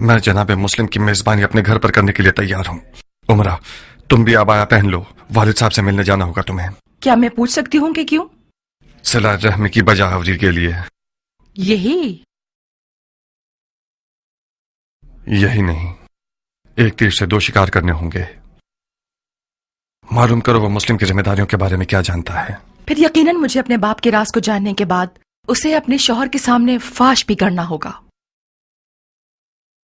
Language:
Urdu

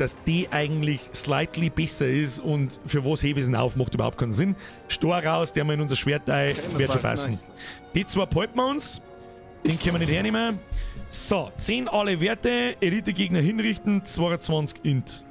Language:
Bavarian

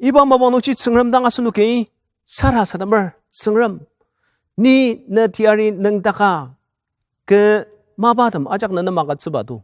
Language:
Ao Naga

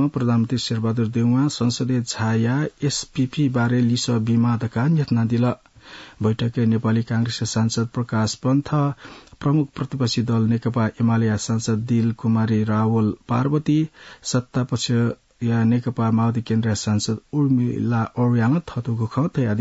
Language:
Newari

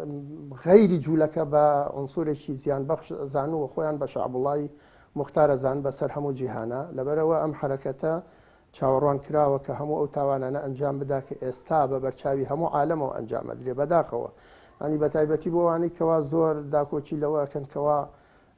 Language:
Central Kurdish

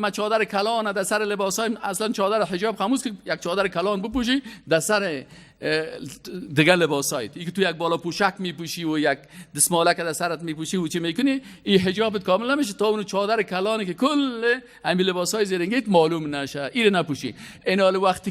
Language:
Persian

